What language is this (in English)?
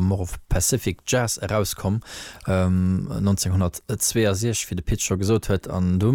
Luxembourgish